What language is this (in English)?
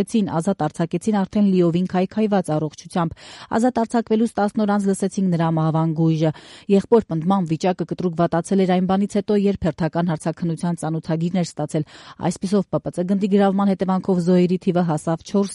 Armenian